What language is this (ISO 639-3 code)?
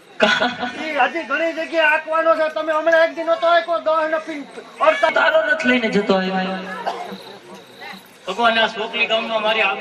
guj